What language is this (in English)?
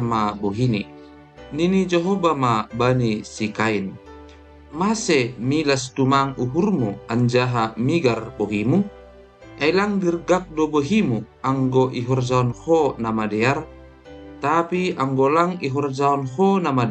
Batak Simalungun